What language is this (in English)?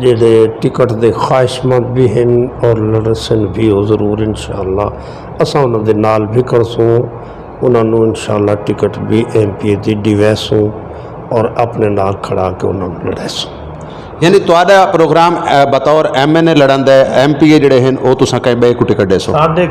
Saraiki